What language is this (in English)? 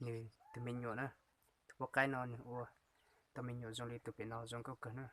Hmong